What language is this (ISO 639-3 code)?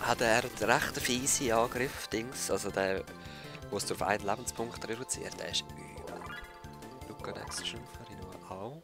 gsw